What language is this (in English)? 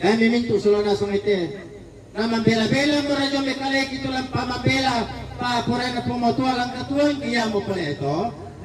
Toraja-Sa'dan